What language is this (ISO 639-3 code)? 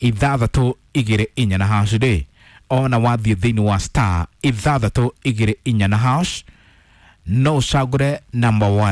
kik